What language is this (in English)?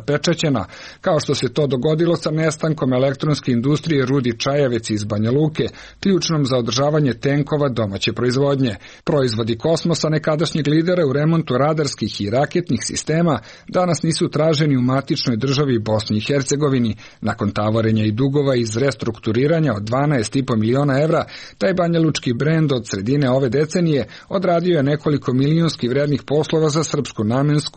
Serbian